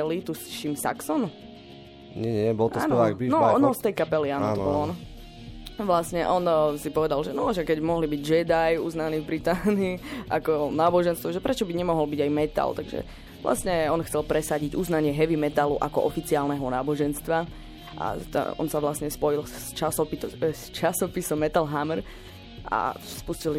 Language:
Slovak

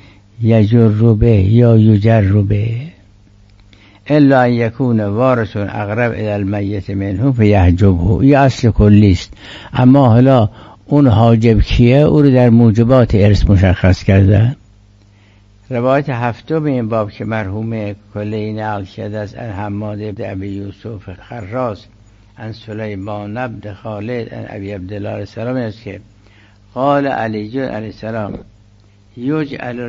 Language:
Persian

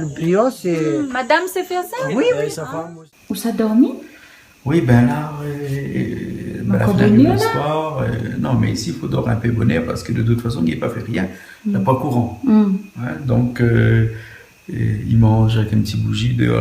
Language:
Réunion Creole French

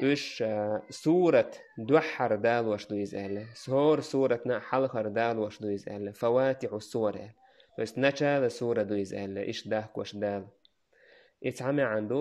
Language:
Chechen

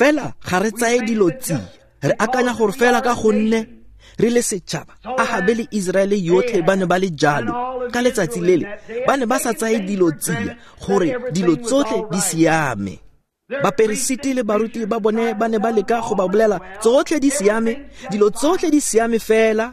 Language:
Tswana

